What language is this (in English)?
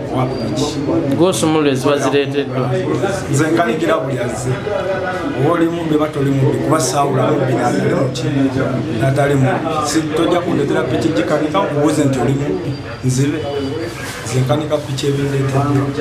Ganda